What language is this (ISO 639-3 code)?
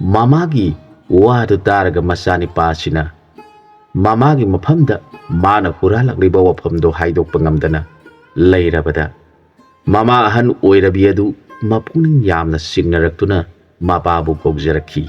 mni